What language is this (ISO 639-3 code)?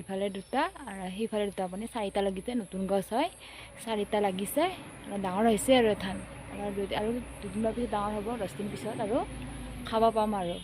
asm